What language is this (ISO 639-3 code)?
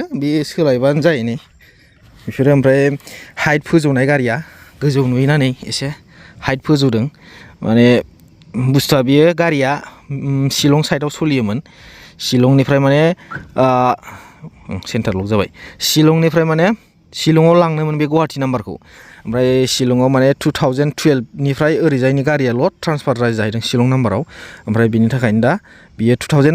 brx